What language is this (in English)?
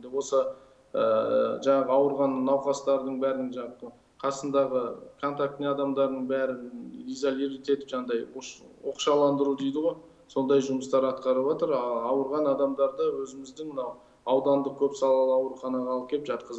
Kazakh